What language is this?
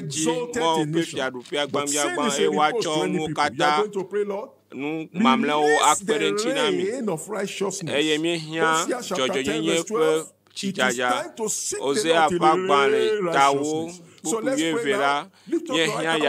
Ewe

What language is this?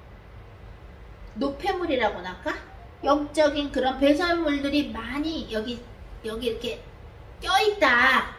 Korean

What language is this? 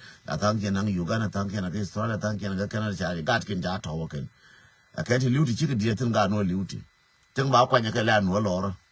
Nuer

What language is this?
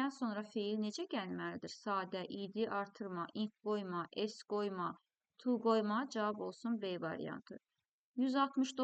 Azerbaijani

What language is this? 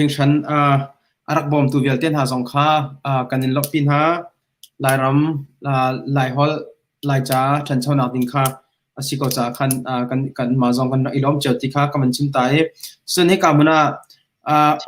Hakha Chin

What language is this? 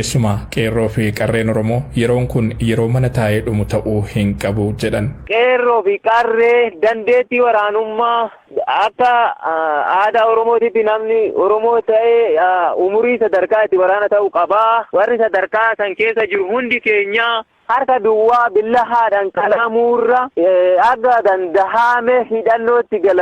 Oromo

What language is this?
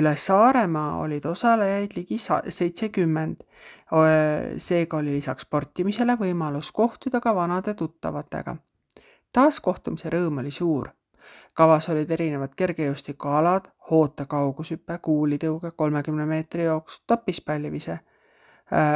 Estonian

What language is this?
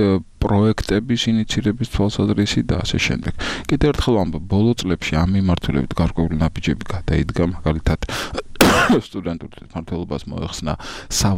Georgian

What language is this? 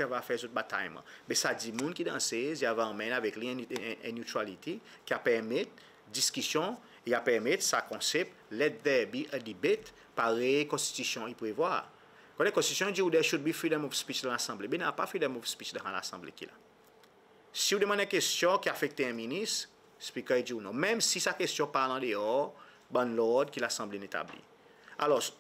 Seselwa Creole French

